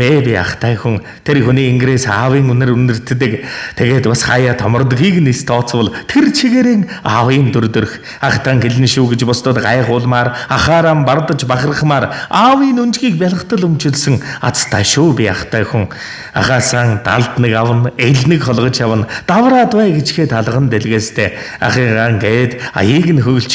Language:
Mongolian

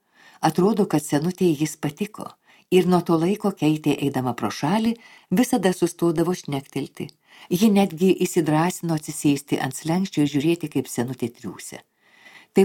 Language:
Lithuanian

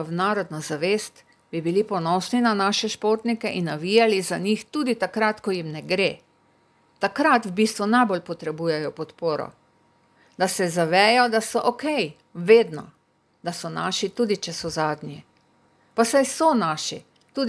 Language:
Slovenian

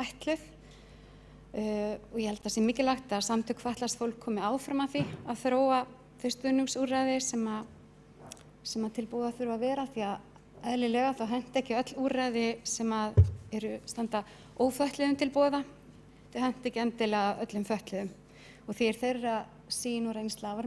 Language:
Icelandic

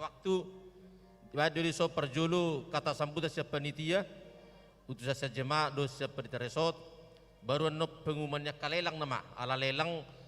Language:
Batak Toba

